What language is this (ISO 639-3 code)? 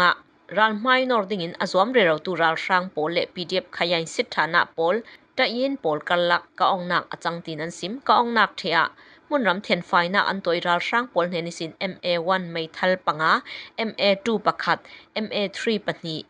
cfm